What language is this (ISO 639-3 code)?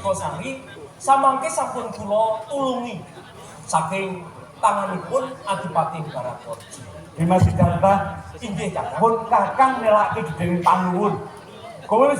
jav